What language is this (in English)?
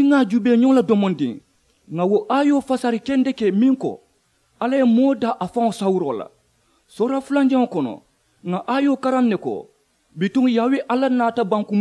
Mandingo